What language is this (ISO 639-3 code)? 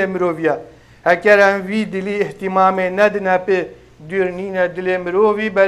kur